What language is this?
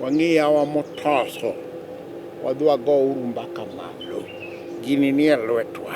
Luo (Kenya and Tanzania)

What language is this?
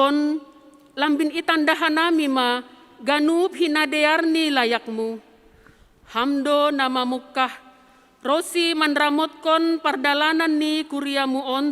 Batak Simalungun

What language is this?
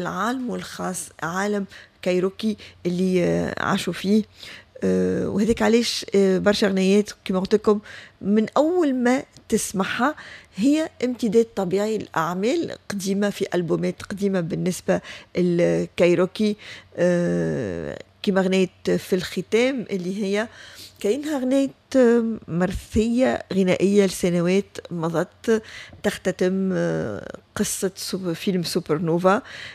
Tunisian Arabic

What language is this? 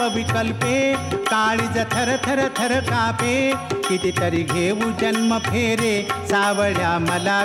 Marathi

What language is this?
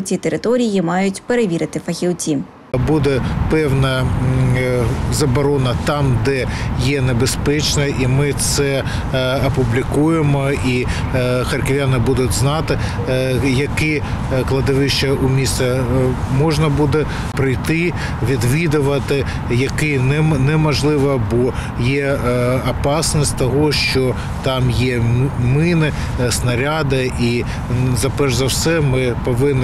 Ukrainian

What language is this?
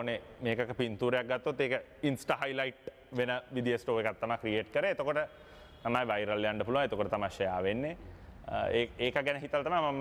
Sinhala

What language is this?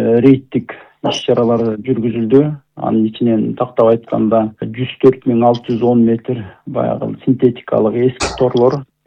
Kyrgyz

